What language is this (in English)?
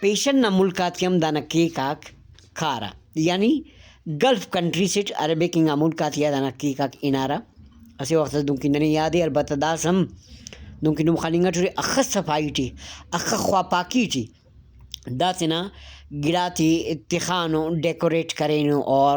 Brahui